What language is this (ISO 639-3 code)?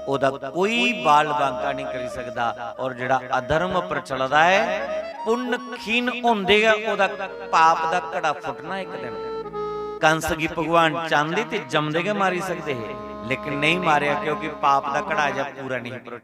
doi